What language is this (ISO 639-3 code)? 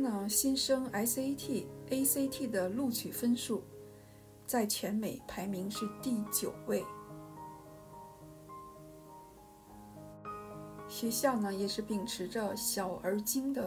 zho